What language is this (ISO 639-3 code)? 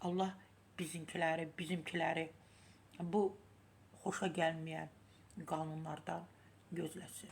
aze